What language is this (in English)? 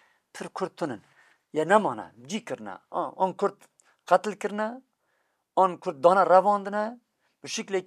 Kurdish